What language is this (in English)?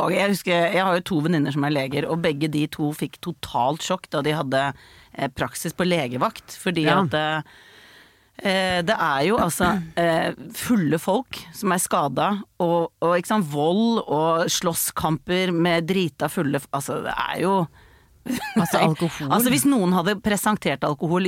Norwegian